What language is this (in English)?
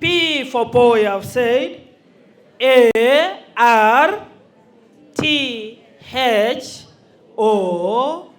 Gusii